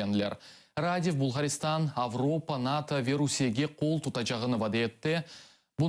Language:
Crimean Tatar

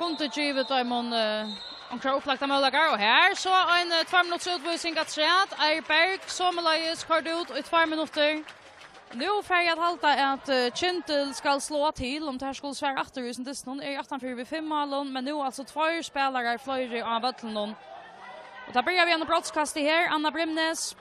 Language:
Faroese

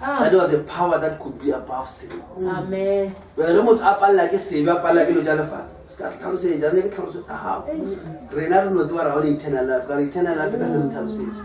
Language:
Northern Sotho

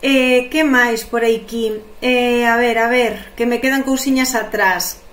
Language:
Galician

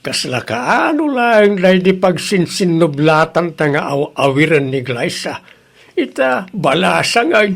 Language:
Iloko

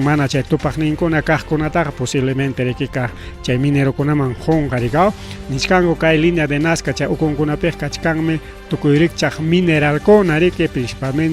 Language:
Ayacucho Quechua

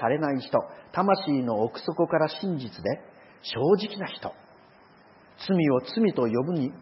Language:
Japanese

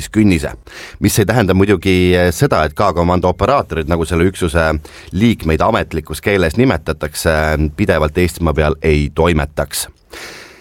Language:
Estonian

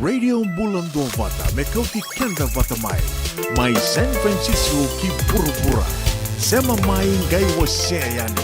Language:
Fijian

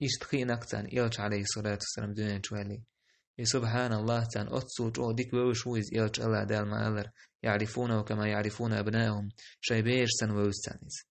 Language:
Chechen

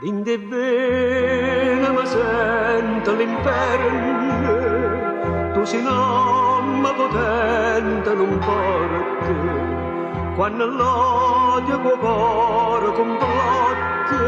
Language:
Neapolitan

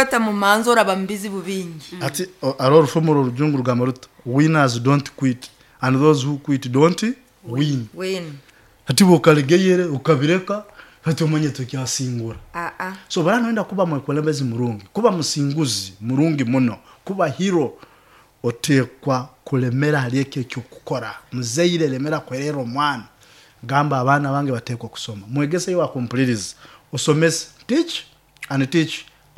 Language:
Nyoro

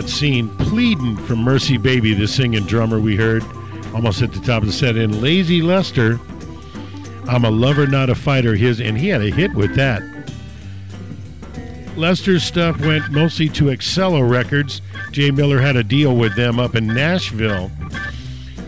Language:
English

